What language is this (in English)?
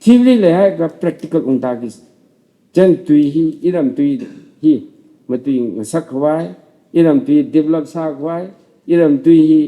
Tangkhul Naga (India)